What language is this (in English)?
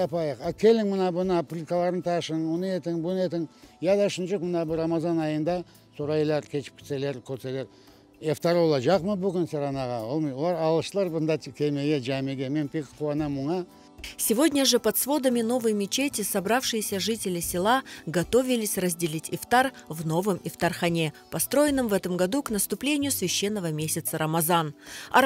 Crimean Tatar